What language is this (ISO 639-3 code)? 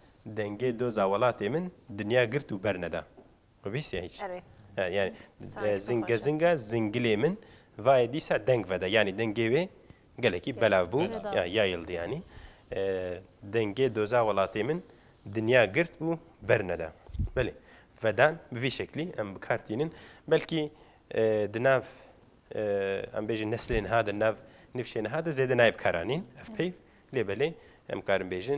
kur